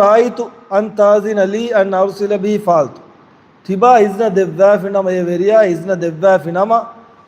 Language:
Divehi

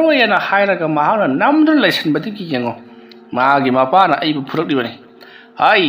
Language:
Manipuri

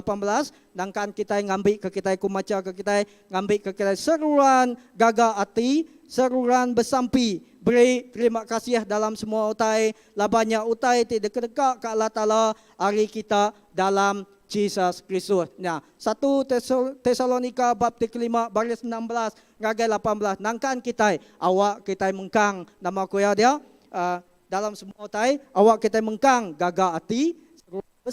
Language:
Iban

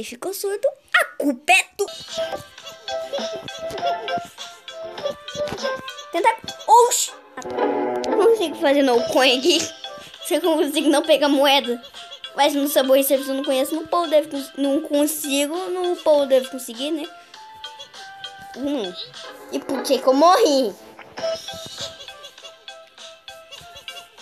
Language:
Portuguese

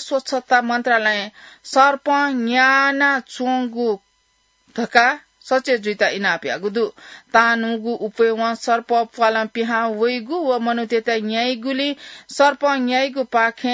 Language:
Newari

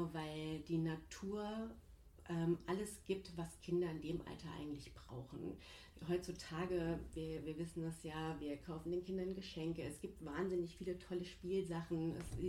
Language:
German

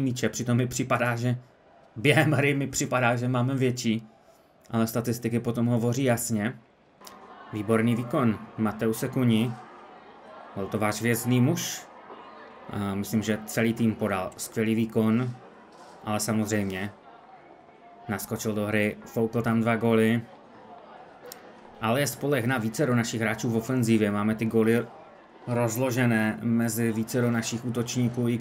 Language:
Czech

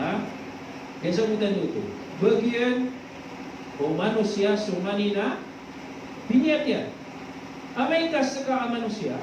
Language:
Maranao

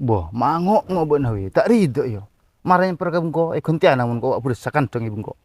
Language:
Madurese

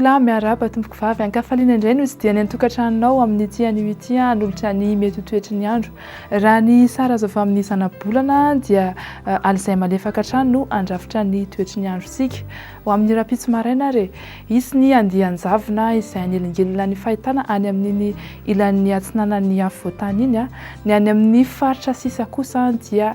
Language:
Malagasy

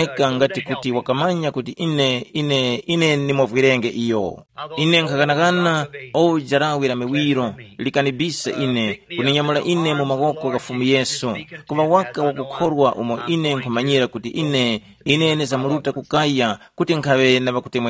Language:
Tumbuka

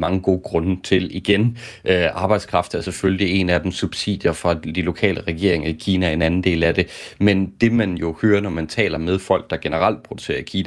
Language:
Danish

